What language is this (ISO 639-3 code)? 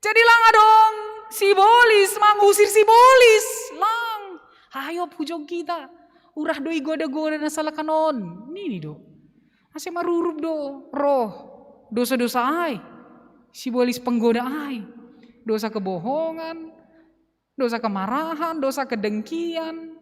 bts